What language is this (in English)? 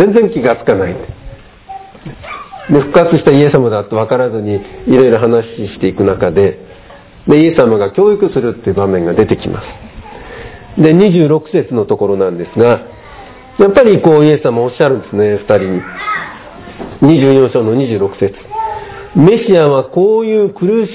Japanese